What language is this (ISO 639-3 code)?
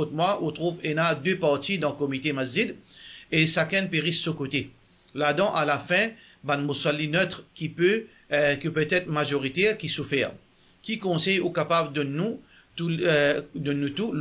mfe